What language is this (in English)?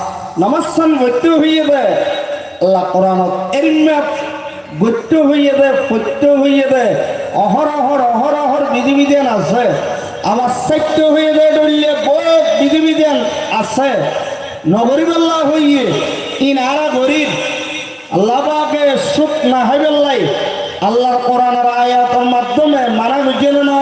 Rohingya